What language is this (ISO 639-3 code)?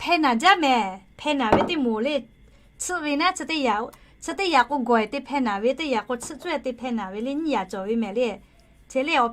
lhu